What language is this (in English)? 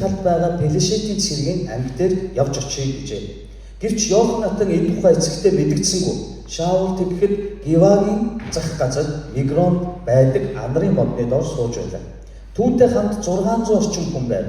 Mongolian